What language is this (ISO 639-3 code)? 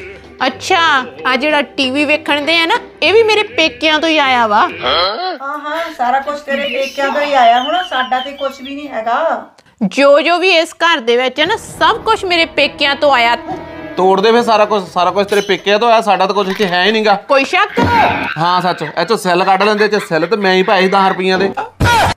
pan